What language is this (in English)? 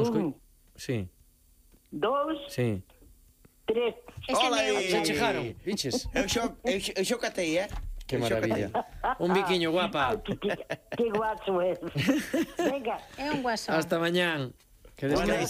Galician